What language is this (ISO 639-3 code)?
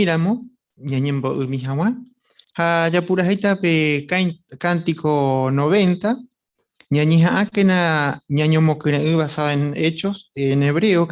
grn